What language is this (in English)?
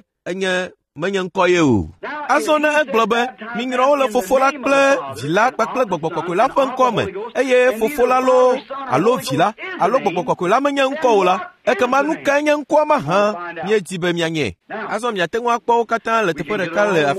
Ewe